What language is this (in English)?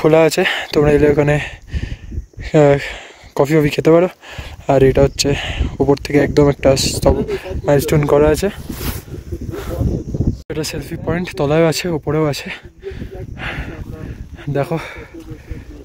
Bangla